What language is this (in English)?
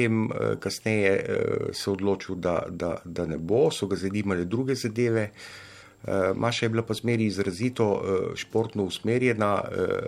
Slovenian